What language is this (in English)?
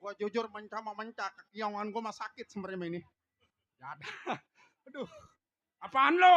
Betawi